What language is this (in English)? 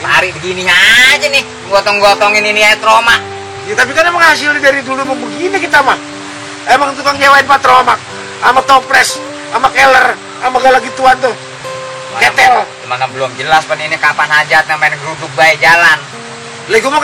Betawi